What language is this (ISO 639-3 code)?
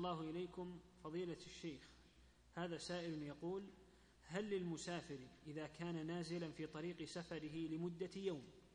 ara